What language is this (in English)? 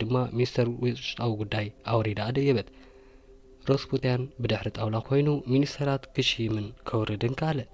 Tigrinya